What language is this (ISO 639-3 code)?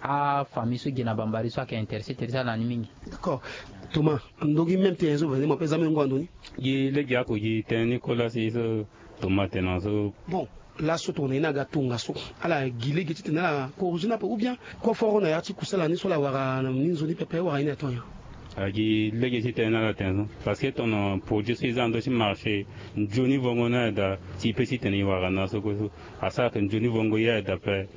sag